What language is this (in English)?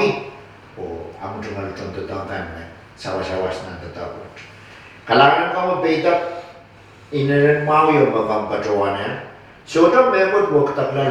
Pohnpeian